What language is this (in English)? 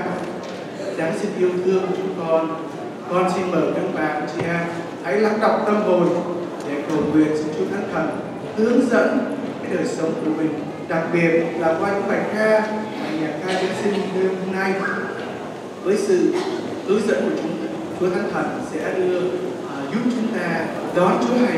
Vietnamese